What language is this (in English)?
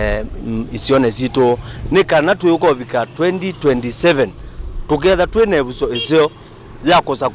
Kamba